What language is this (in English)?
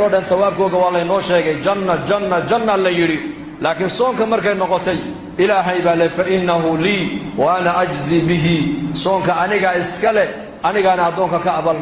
Somali